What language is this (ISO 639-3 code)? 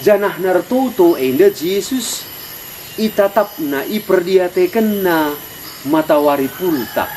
btx